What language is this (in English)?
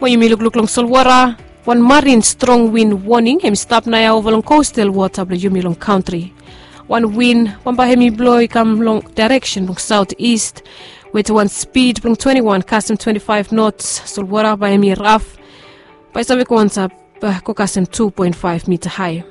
Bislama